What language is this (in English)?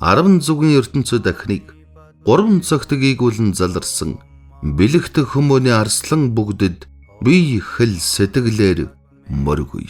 Mongolian